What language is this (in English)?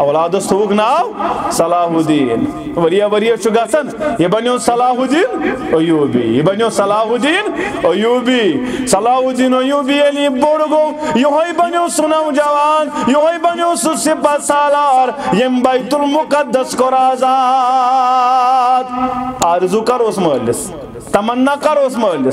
Kashmiri